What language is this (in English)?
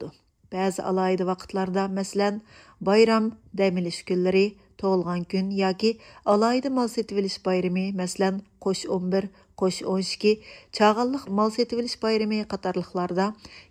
Uyghur